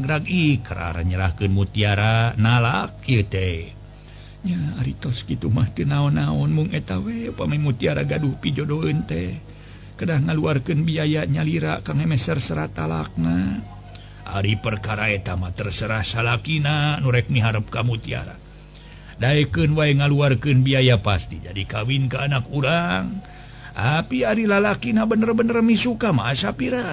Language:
Sundanese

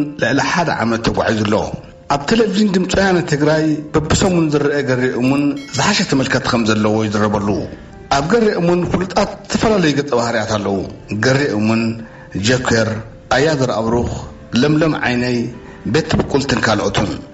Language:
Tigrinya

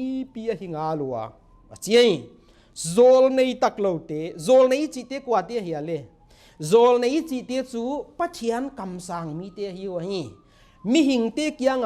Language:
Paite Chin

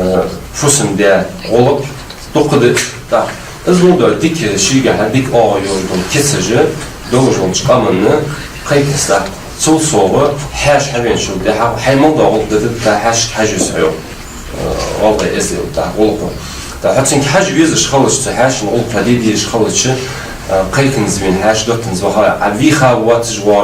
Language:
Ingush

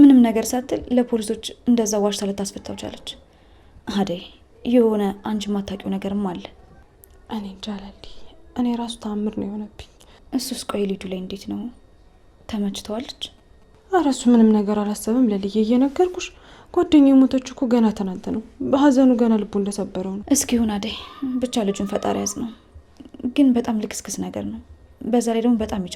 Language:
Amharic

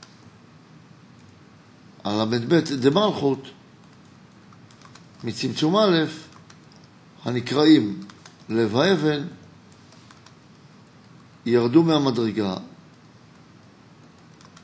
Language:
Hebrew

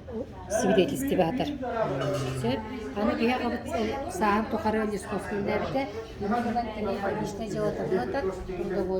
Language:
Yakut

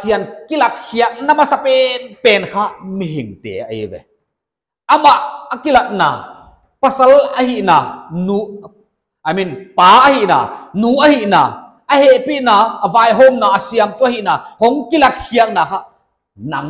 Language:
Paite Chin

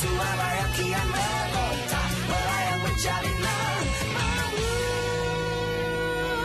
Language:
Malay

